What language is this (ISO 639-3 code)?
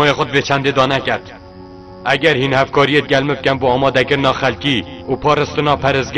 kur